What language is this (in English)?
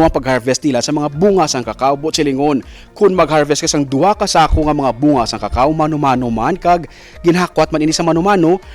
Hiligaynon